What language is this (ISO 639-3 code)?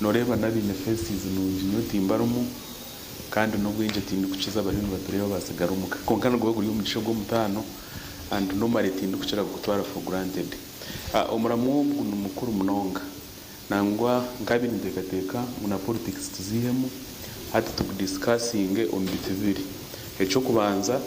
nyn